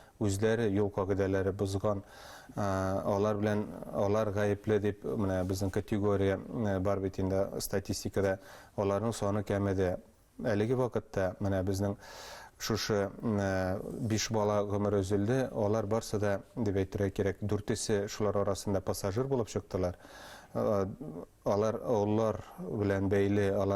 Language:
Bashkir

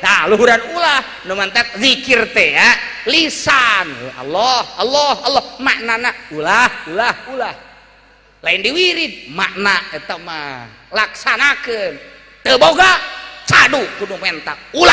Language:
Sundanese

